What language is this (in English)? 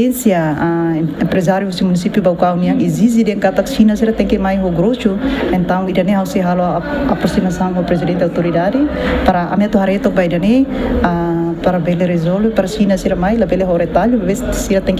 Tetum